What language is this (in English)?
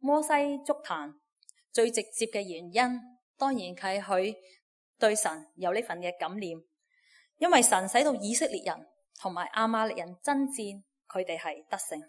Cantonese